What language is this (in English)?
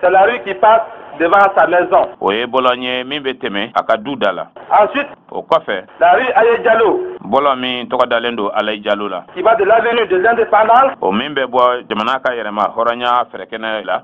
Bambara